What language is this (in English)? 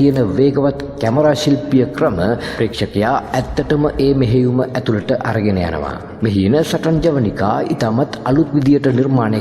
Sinhala